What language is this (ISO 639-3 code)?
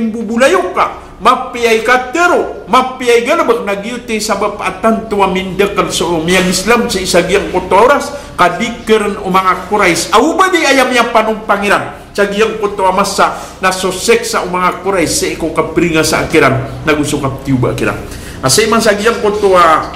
mrw